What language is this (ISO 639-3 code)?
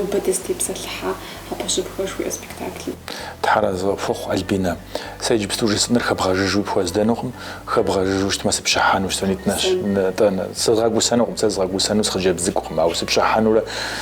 kbd